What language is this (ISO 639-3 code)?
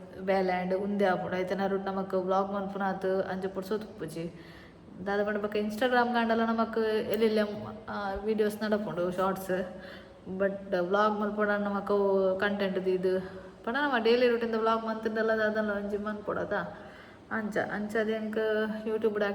tcy